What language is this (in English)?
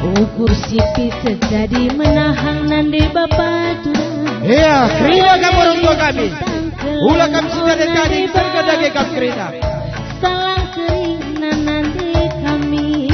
Batak Karo